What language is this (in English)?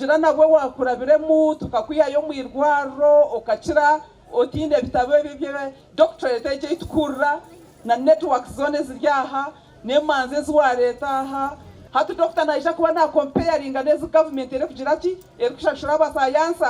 Nyankole